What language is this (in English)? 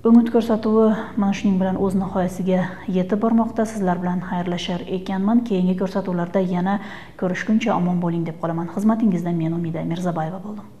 Kyrgyz